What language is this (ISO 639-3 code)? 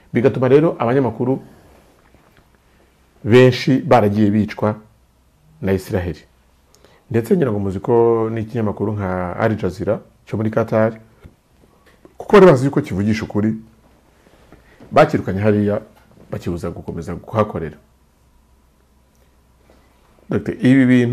kin